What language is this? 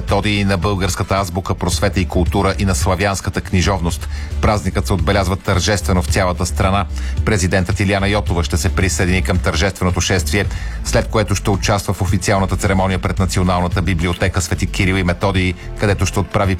Bulgarian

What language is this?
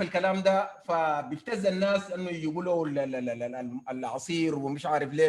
Sudanese Arabic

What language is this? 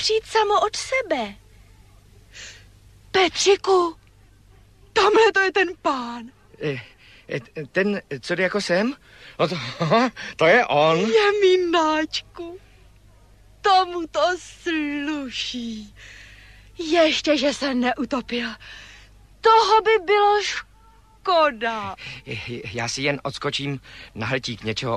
Czech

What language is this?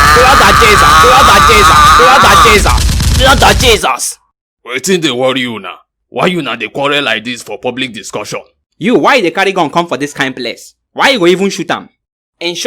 Nigerian Pidgin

